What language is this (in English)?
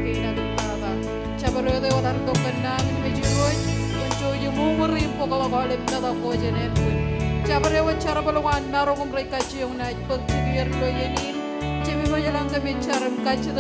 Marshallese